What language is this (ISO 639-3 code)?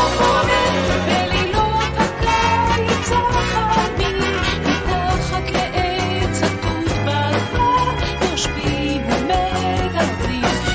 heb